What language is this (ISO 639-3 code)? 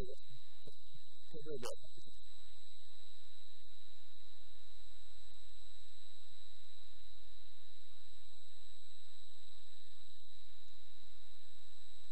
nor